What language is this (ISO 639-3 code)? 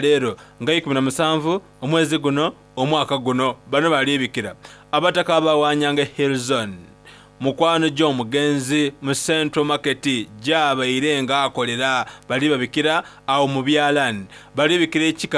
xog